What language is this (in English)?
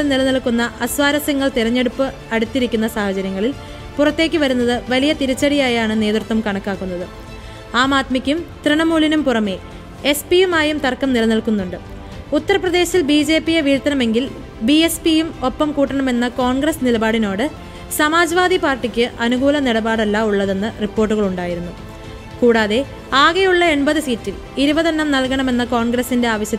Malayalam